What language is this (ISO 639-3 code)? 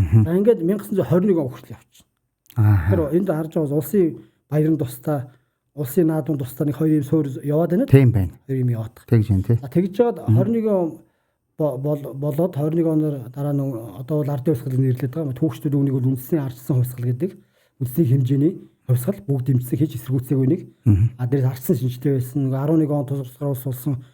mon